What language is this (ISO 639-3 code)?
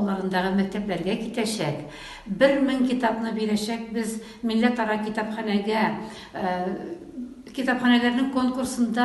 tat